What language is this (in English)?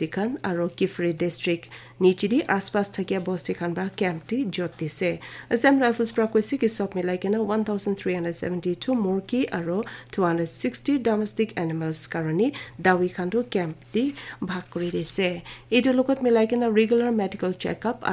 Naga Pidgin